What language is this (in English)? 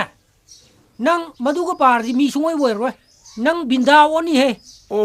Manipuri